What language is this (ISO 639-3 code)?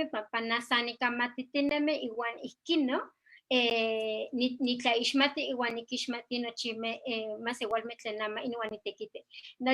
nhe